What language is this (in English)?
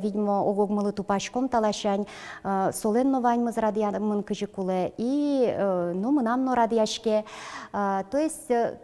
Udmurt